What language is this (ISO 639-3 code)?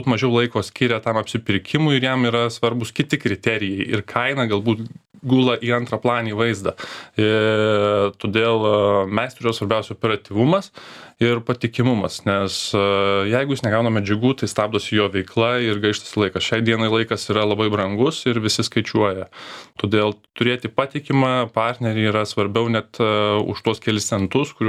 lit